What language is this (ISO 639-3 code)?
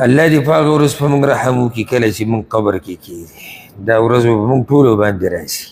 pus